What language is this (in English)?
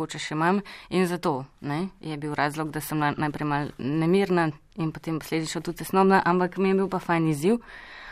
Slovenian